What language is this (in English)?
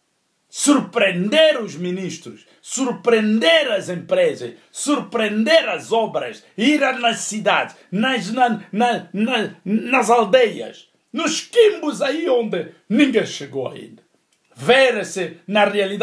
Portuguese